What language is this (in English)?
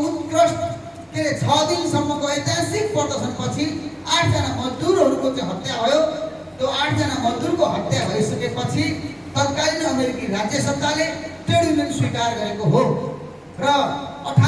Nepali